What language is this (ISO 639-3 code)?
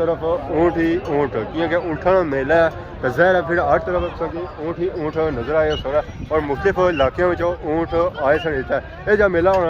phr